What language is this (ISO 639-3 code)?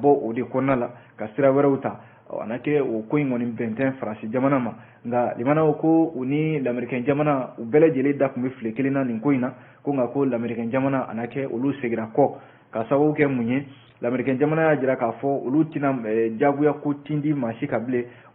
bam